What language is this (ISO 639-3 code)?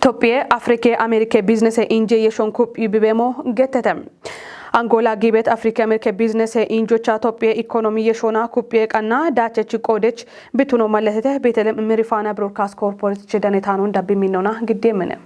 kbr